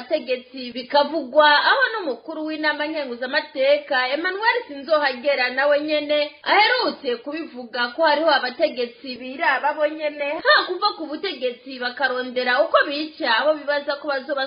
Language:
Rundi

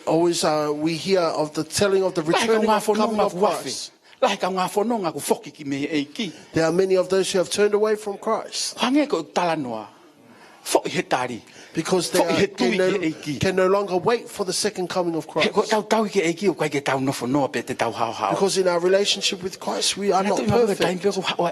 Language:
Tongan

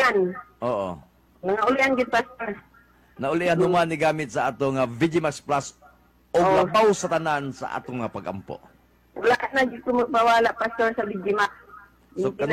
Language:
Cebuano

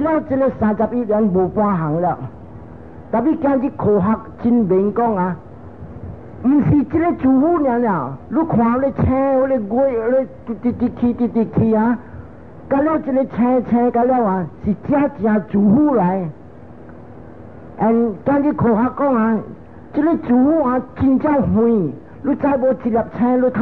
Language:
Min Nan Chinese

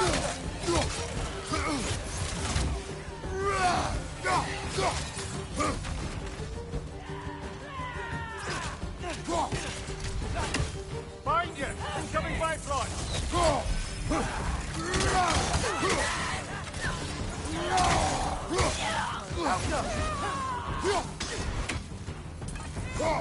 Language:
English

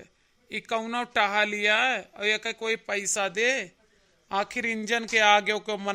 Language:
Awadhi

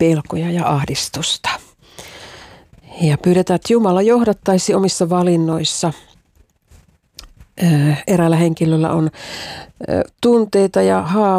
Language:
Finnish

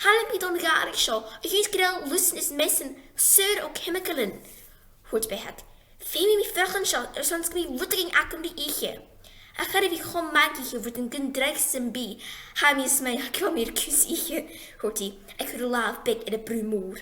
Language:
Scottish Gaelic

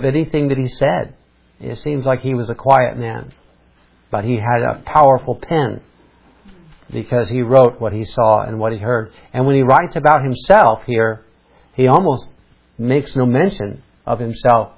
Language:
English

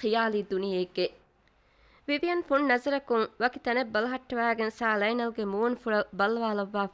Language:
Divehi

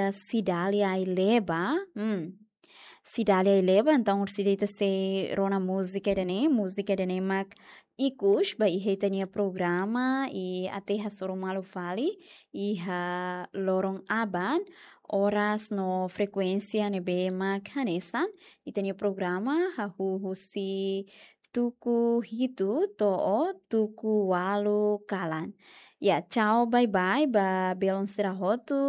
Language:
Tetum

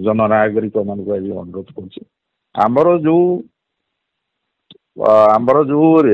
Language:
Odia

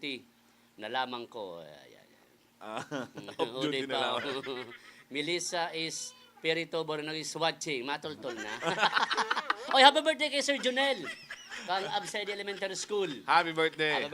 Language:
Bikol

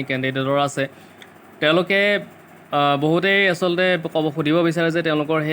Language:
Assamese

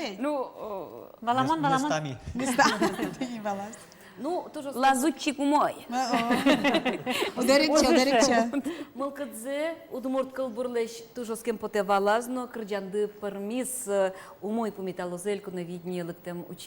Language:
Udmurt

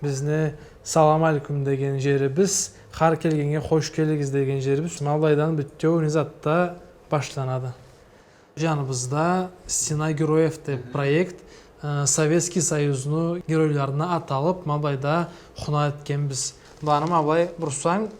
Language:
Karachay-Balkar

